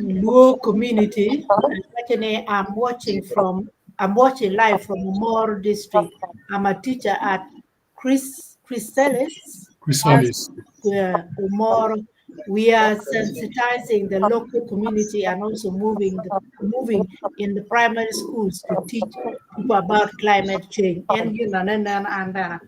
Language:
Acoli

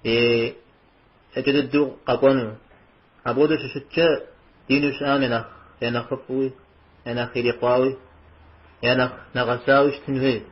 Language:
Kabardian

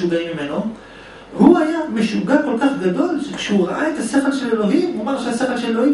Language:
Hebrew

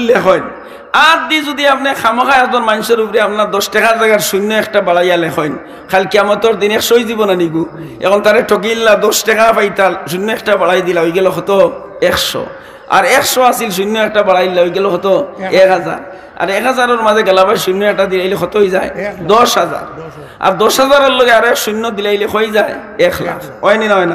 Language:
Sylheti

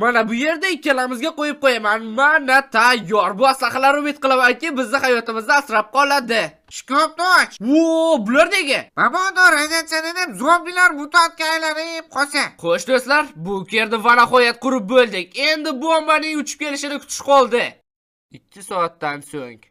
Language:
Uzbek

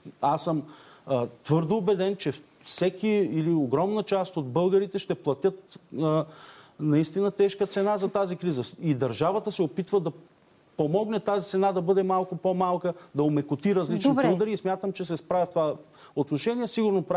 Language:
Bulgarian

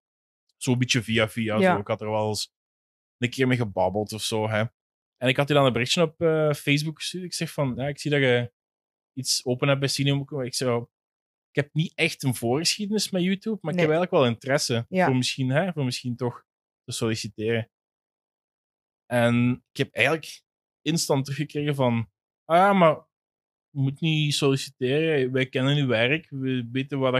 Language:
Dutch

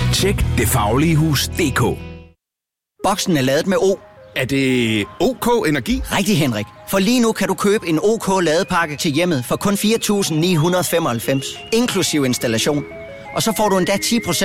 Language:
Danish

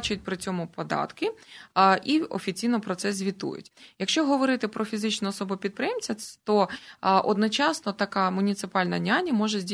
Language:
Ukrainian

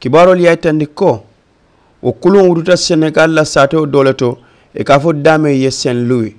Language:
Mandingo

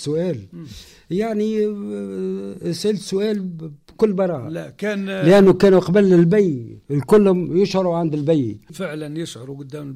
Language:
Tunisian Arabic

